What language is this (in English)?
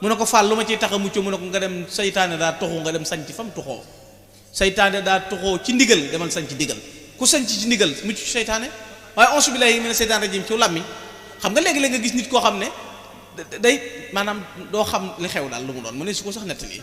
Wolof